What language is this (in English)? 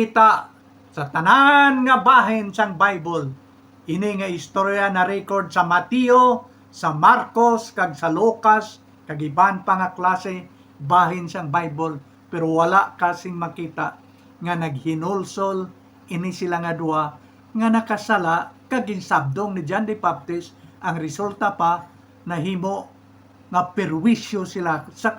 Hiligaynon